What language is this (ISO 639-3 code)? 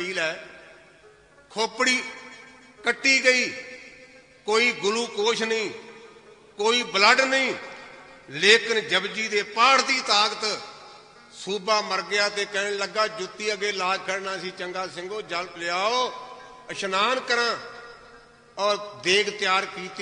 pan